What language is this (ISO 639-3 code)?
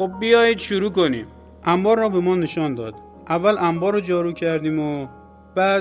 fas